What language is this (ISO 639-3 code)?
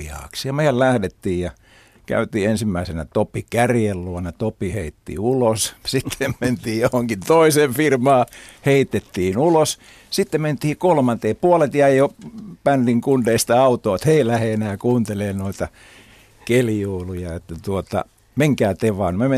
fin